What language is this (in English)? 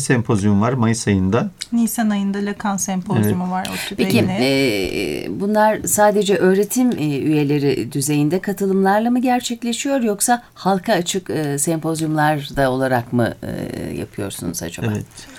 Turkish